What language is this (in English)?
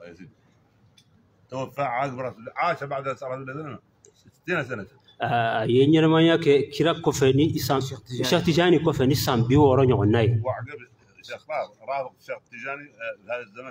Arabic